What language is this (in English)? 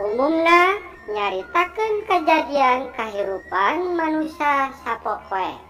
Sundanese